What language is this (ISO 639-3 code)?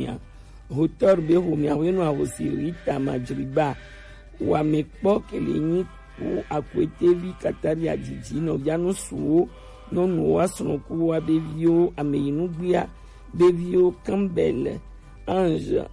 gej